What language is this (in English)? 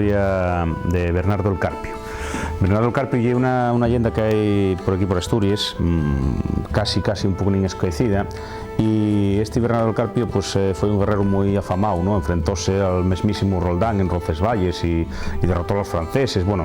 Asturian